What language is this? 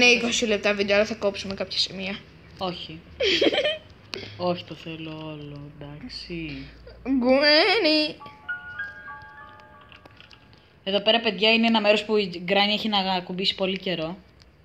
Greek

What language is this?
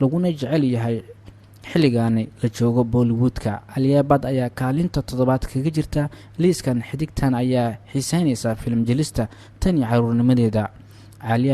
Somali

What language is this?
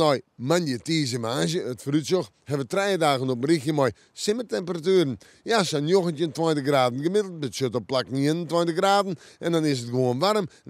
Western Frisian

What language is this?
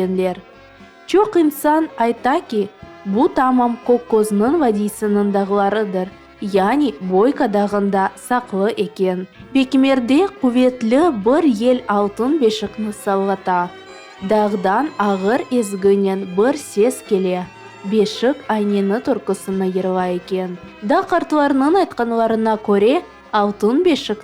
Crimean Tatar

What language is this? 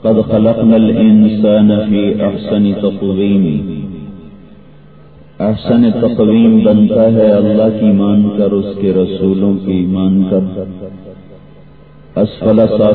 Urdu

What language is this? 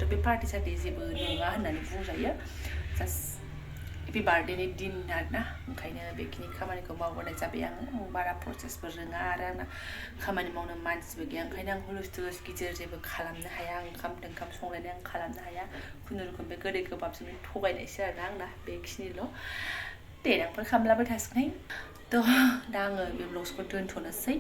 Bodo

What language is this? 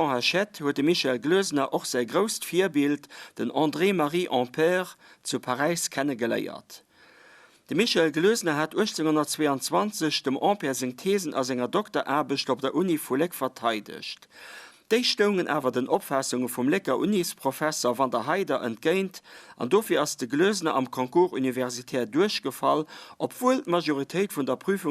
Luxembourgish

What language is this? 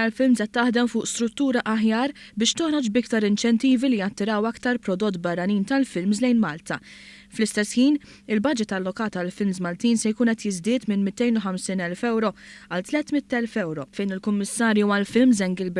Maltese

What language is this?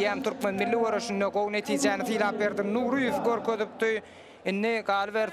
Turkmen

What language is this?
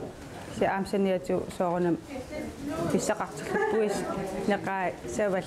Kalaallisut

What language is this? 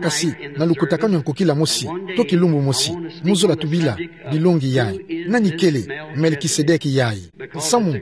Kituba (Democratic Republic of Congo)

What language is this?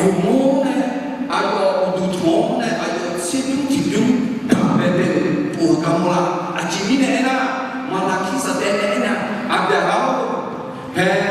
Akha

